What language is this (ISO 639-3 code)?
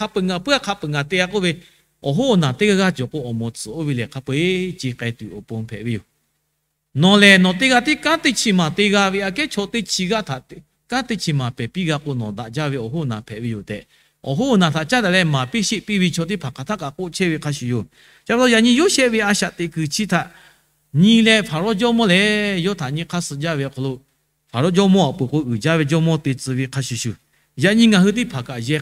lhu